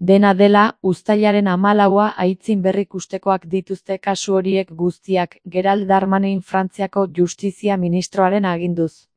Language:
Basque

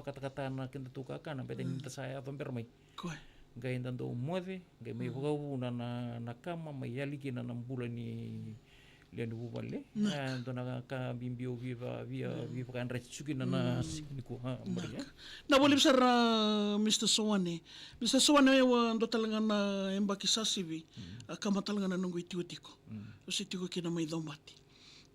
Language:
Fijian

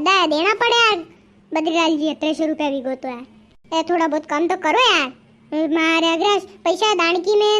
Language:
Rajasthani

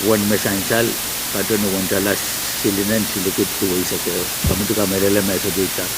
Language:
Pohnpeian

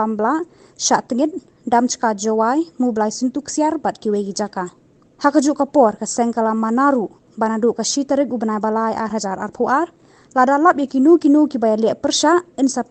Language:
Khasi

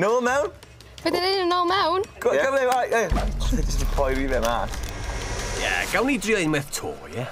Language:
Welsh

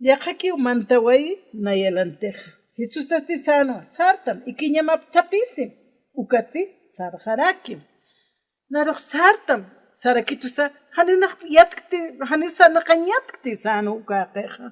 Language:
Aymara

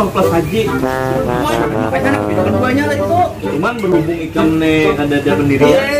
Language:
Banjar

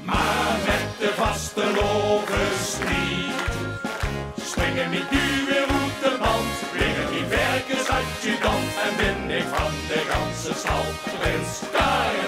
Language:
Limburgish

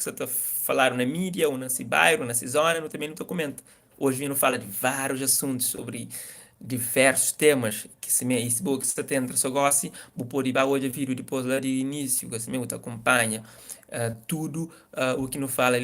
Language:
Kabuverdianu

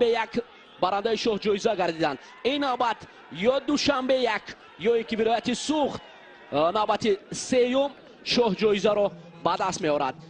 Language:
Tajik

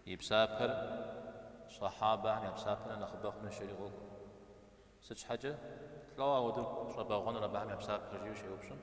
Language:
Kabardian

